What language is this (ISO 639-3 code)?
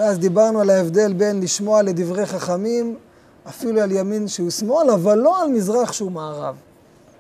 heb